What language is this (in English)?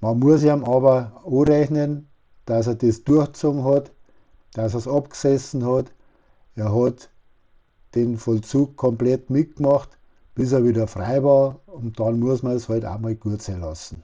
Bavarian